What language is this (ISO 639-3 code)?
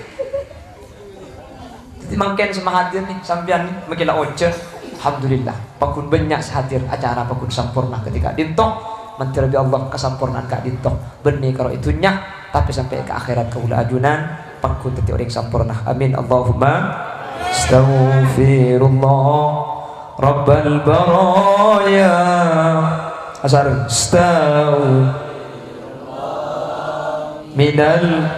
mad